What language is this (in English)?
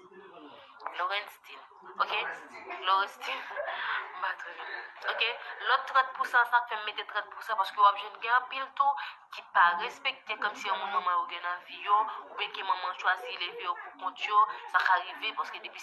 Haitian Creole